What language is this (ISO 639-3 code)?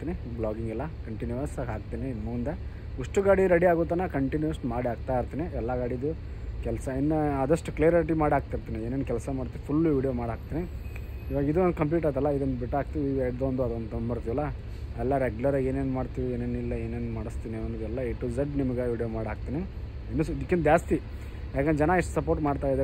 kan